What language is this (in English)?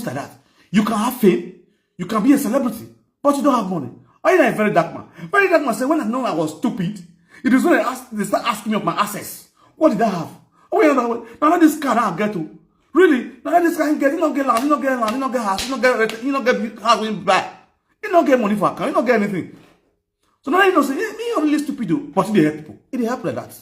Nigerian Pidgin